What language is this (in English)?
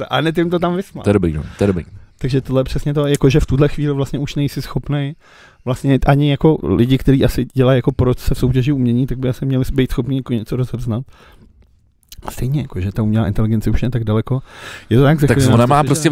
Czech